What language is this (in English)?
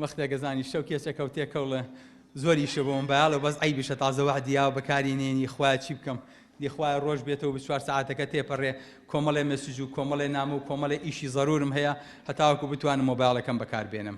Central Kurdish